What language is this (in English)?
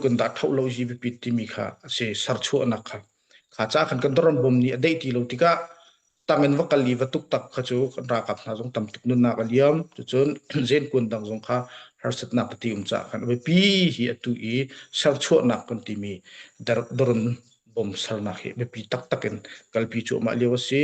Hakha Chin